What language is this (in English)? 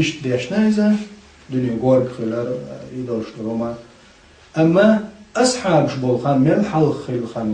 Chechen